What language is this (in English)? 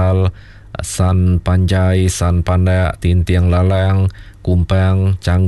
Iban